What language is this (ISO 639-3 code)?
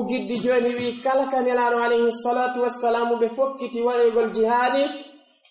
fuf